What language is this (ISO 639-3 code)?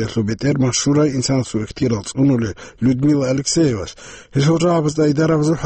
ava